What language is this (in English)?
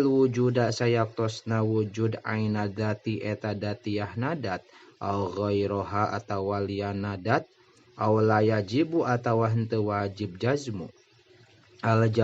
Sundanese